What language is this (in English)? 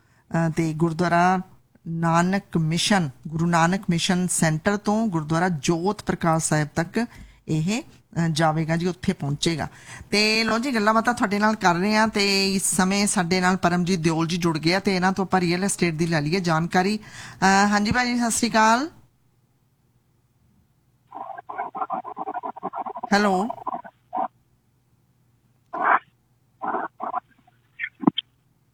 Punjabi